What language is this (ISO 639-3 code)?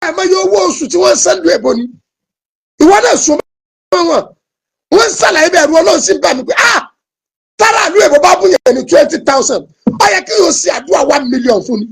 yor